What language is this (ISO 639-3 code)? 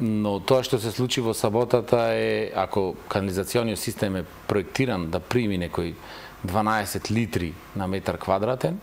mkd